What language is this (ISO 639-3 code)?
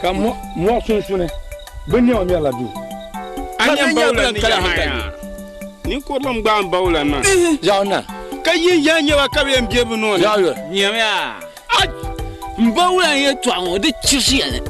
dag